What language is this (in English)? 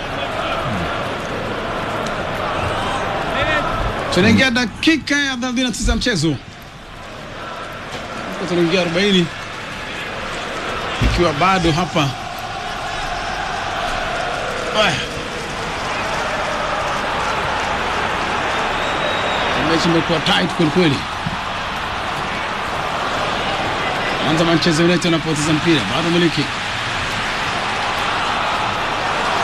Swahili